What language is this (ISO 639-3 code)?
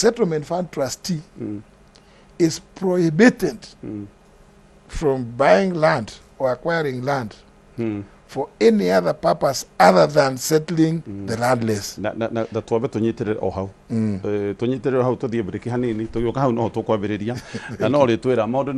kik